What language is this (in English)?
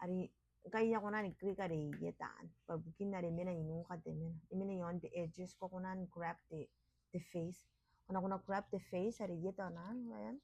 Gilbertese